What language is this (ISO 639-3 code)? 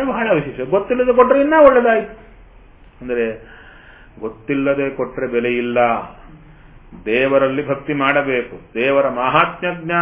kan